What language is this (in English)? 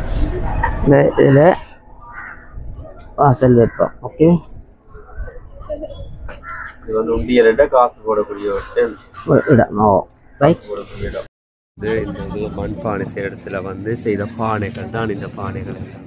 Tamil